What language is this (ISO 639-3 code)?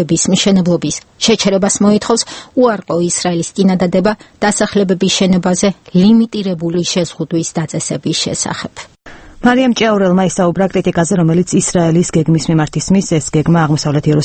kat